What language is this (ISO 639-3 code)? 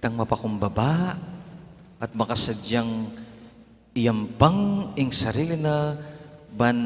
pam